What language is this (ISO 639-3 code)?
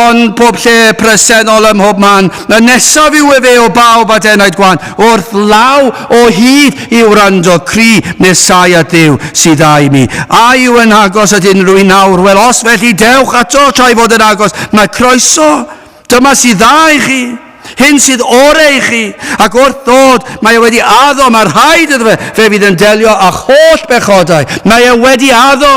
cym